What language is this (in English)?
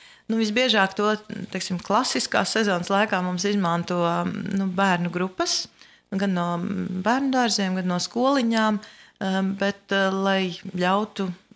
Latvian